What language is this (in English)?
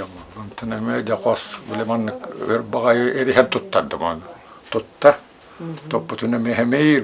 Yakut